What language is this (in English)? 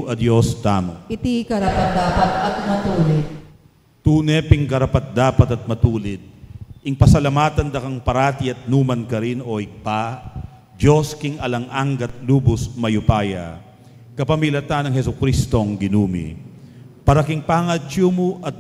Pampanga